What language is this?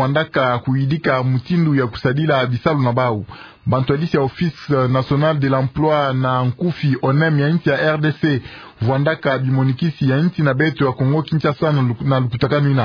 Kituba (Democratic Republic of Congo)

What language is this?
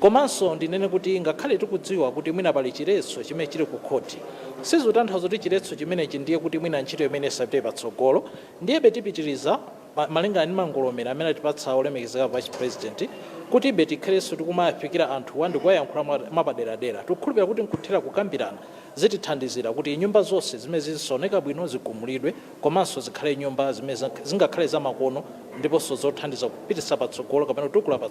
Nyanja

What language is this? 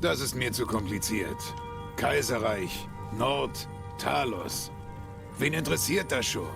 Swiss German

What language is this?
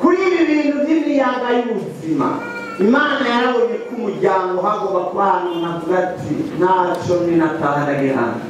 Rundi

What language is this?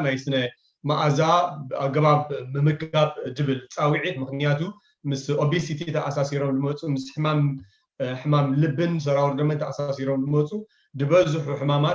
Tigrinya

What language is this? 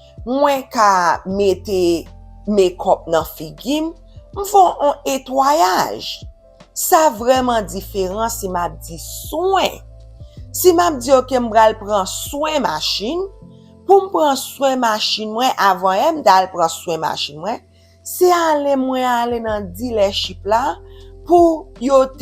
Haitian Creole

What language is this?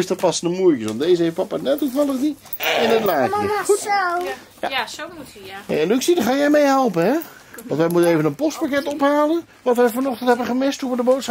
Dutch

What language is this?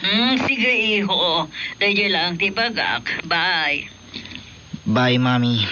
Iloko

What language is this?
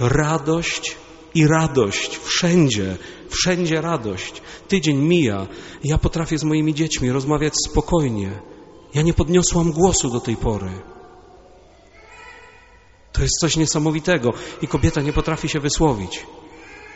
Polish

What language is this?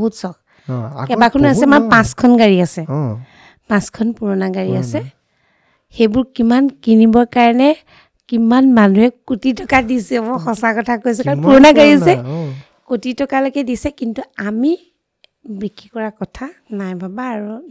Assamese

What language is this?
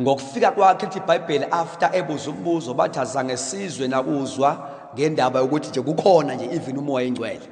Zulu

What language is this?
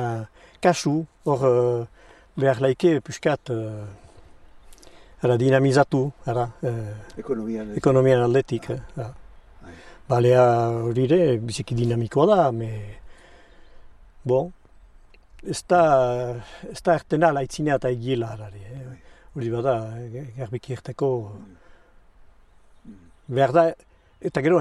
Basque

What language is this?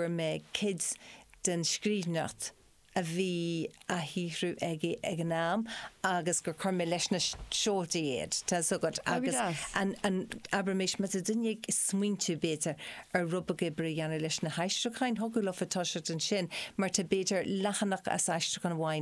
Irish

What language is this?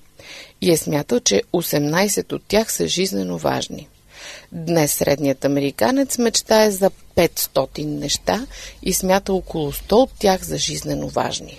Bulgarian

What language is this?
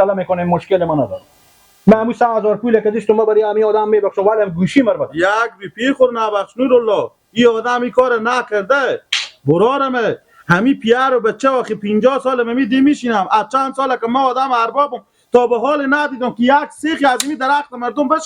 Persian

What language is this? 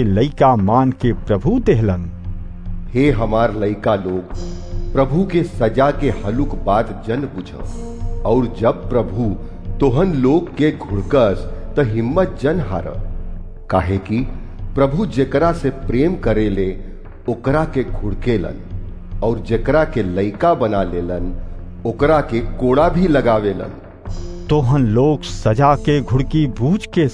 Bhojpuri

